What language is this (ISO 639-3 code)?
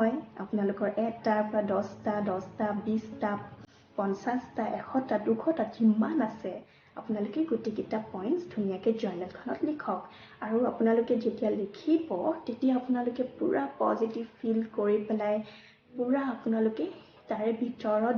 asm